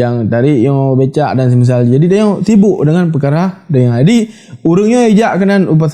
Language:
Achinese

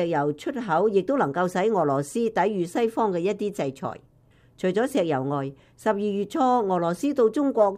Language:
Cantonese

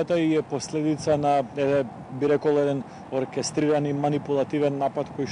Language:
Macedonian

